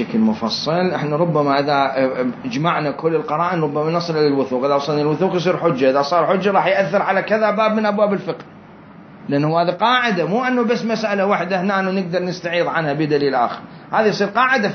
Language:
Mesopotamian Arabic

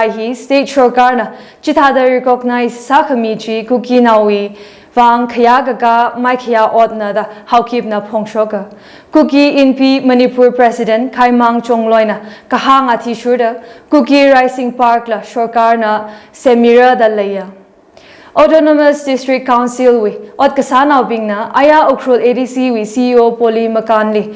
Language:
Tangkhul Naga (India)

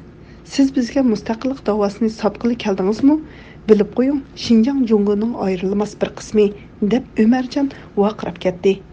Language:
Uyghur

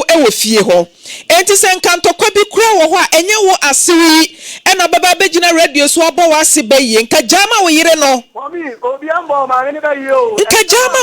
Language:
Akan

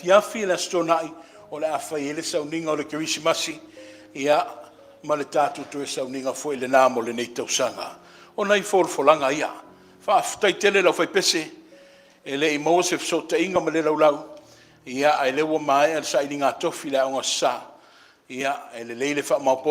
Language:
Samoan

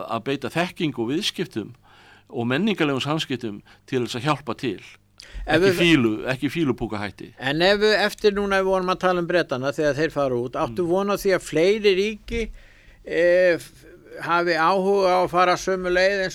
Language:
Icelandic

